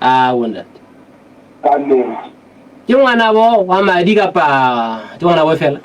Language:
Southern Sotho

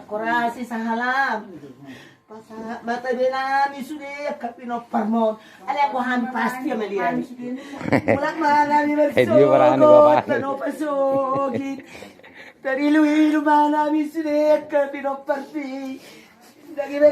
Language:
Batak Toba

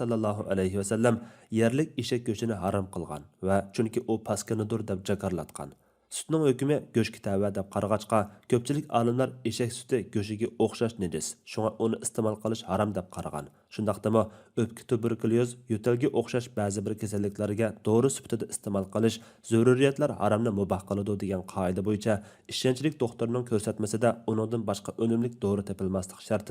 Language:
Uyghur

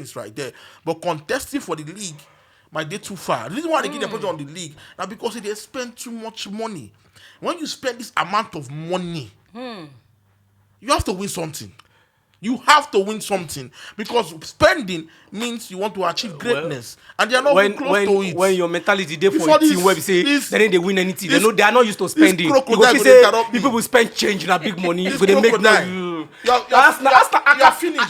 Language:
Nigerian Pidgin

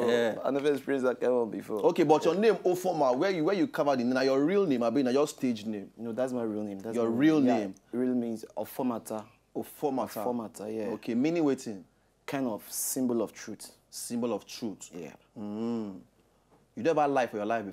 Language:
Nigerian Pidgin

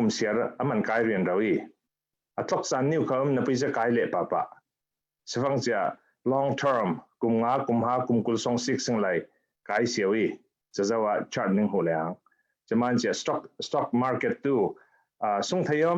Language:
Falam Chin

